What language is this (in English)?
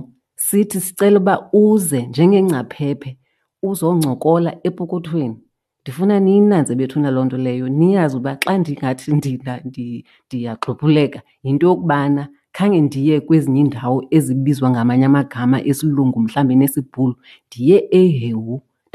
Xhosa